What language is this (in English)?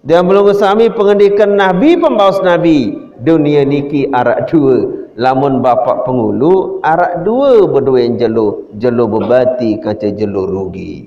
Sasak